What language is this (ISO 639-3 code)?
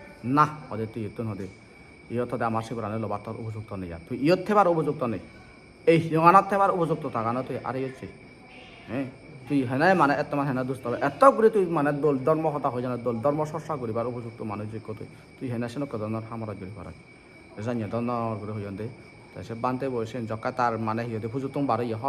ccp